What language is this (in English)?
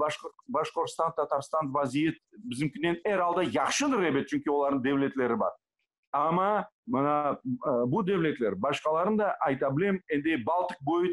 Crimean Tatar